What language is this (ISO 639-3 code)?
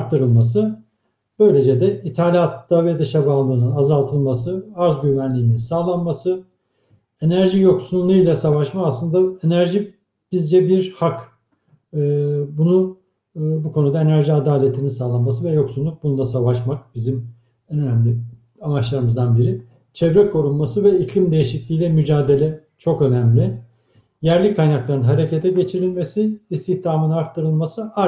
tur